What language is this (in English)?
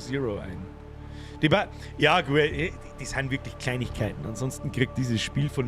Bavarian